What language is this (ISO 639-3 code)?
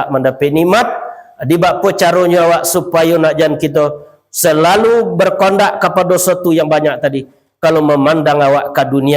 min